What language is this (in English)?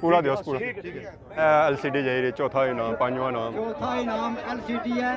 Pahari-Potwari